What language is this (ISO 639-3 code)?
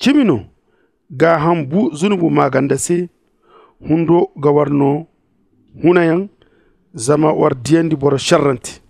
dje